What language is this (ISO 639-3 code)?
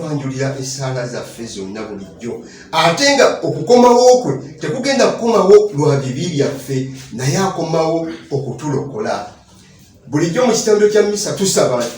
lug